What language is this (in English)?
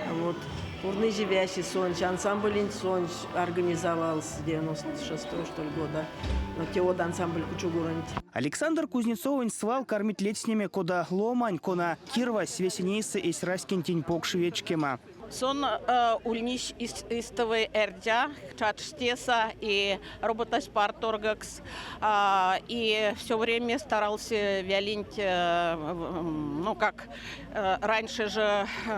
Erzya